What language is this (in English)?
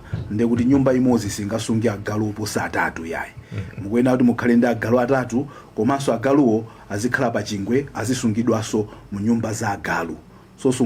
Nyanja